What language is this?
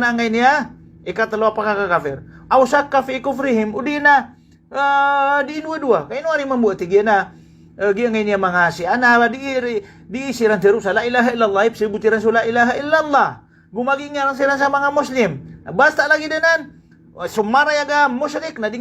Maranao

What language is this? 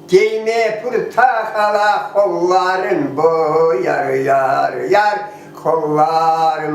Crimean Tatar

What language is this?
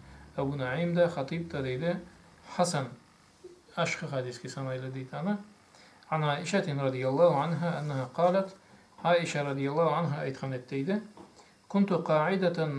Karachay-Balkar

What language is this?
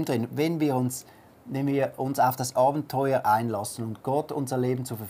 Swiss German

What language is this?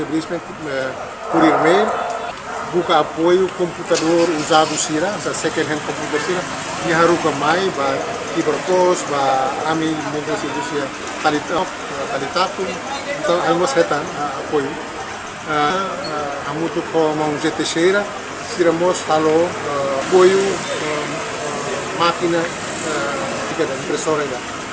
Tetum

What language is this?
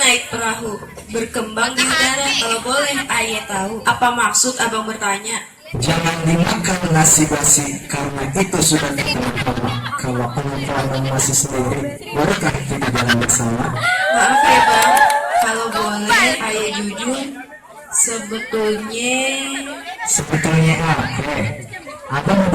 Betawi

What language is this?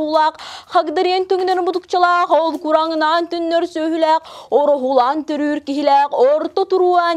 Yakut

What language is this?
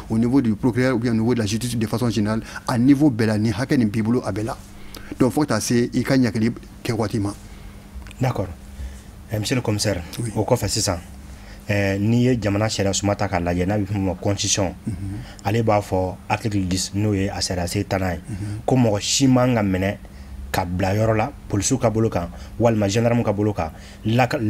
Bambara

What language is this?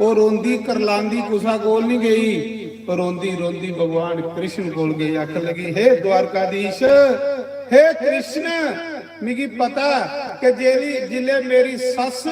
Dogri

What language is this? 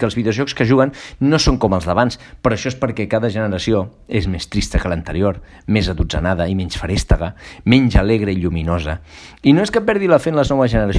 Catalan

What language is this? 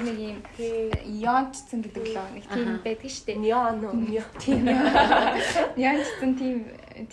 Mongolian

